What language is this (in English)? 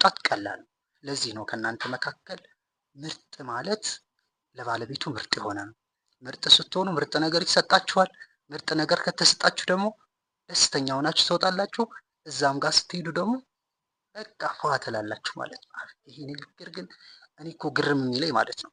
Amharic